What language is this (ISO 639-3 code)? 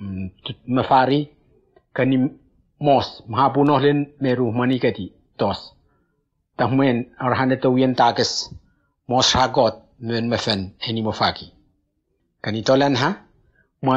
tnp